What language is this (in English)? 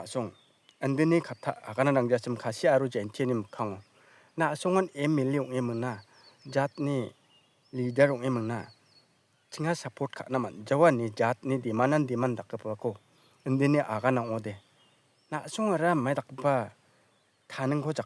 Garo